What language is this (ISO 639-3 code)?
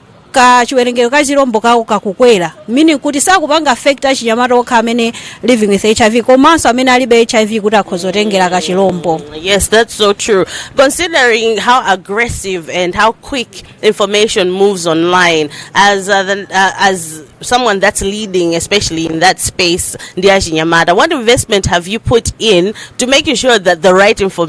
nya